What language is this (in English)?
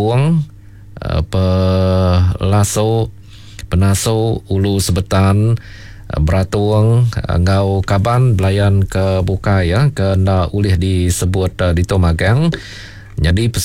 Iban